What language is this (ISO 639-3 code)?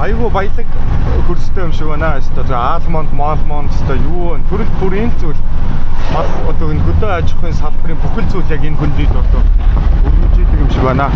mon